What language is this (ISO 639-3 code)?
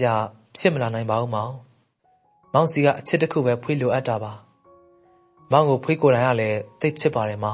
mya